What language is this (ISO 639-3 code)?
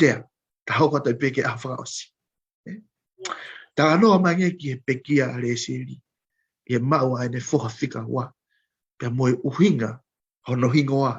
ton